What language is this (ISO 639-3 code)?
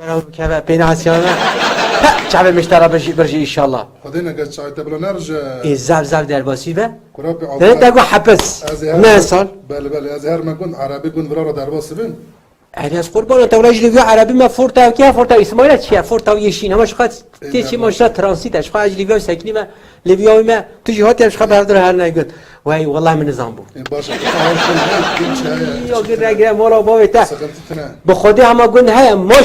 kur